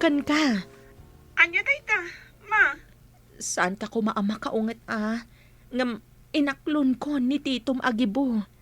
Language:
Iloko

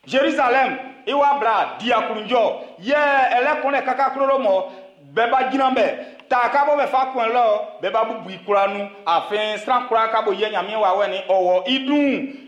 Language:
Baoulé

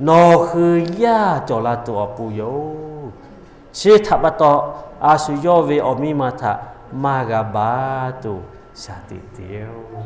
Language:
Lahu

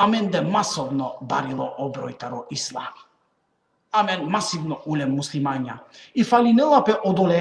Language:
Balkan Romani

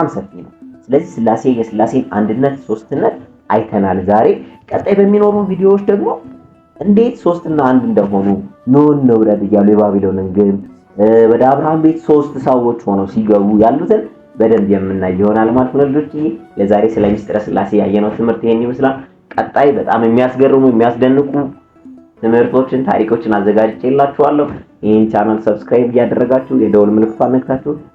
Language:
Amharic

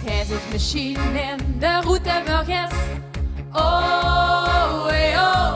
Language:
Limburgish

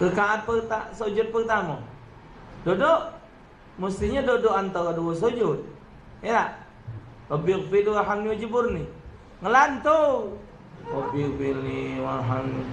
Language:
Musi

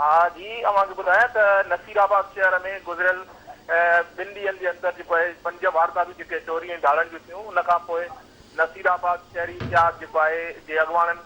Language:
Sindhi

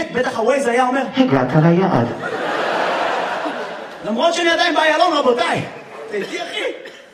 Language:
Hebrew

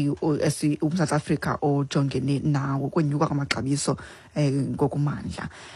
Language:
Xhosa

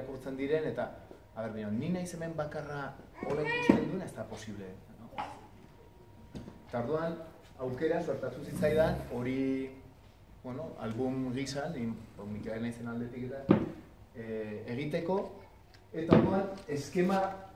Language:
Basque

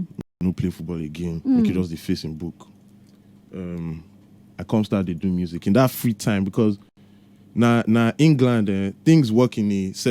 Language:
Nigerian Pidgin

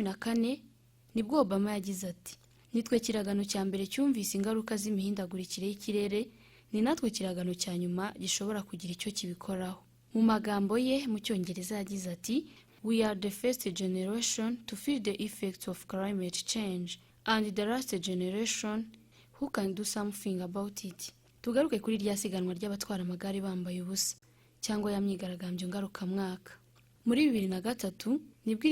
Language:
Kinyarwanda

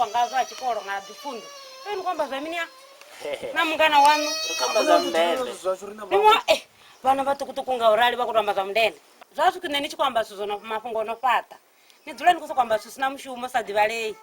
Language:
Venda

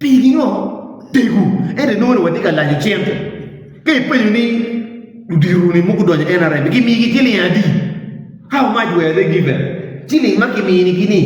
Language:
Acoli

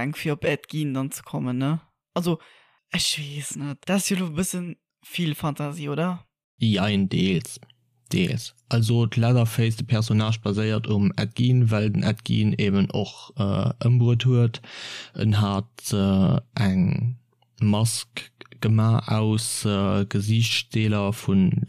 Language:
Luxembourgish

